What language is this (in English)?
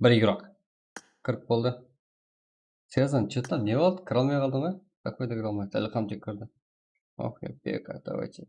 Kara-Kalpak